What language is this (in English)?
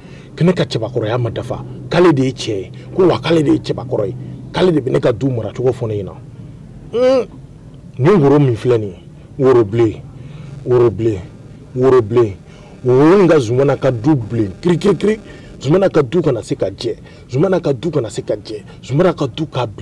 Bambara